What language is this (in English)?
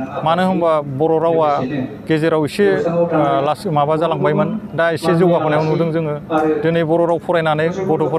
Bodo